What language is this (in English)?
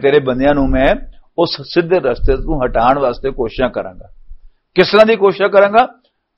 Western Panjabi